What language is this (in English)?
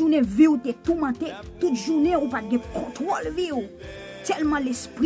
Haitian Creole